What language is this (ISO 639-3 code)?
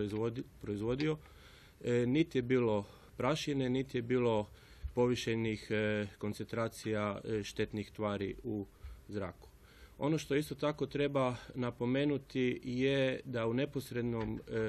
hrv